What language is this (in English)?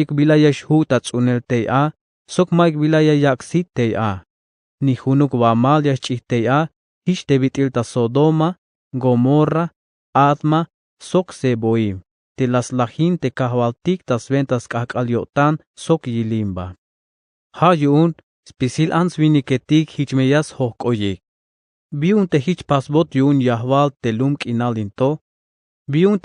Tzeltal